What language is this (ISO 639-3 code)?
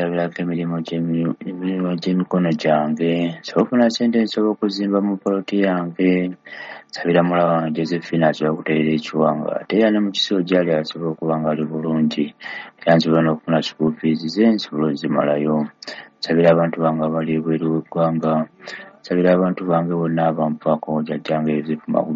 lug